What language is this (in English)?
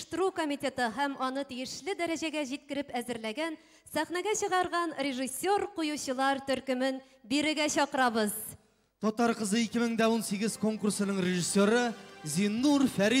Tatar